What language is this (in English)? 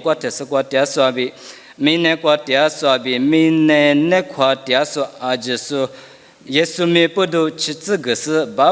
Lisu